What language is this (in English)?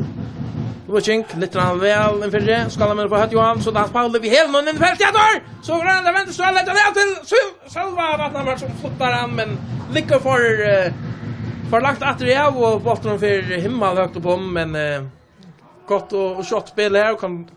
Faroese